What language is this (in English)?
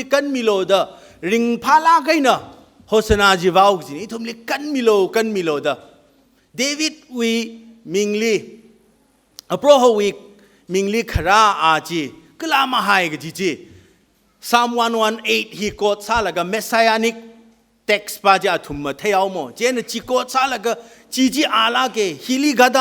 Tangkhul Naga (India)